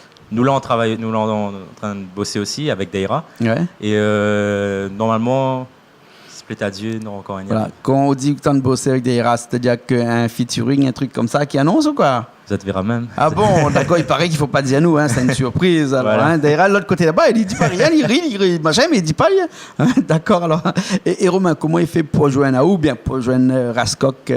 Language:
Réunion Creole French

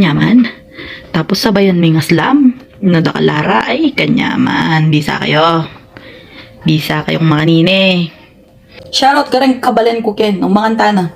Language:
Pampanga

